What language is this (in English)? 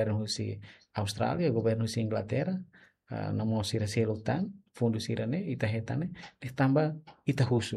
Tetum